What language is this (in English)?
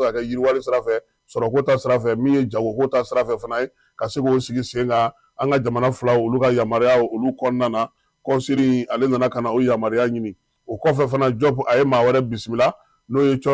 Bambara